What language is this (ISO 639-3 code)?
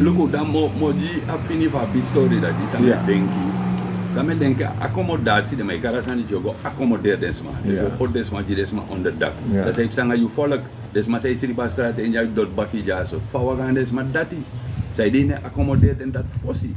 srn